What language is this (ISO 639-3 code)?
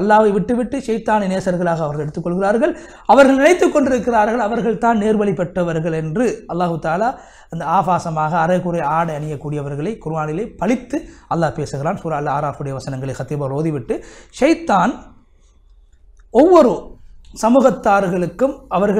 tam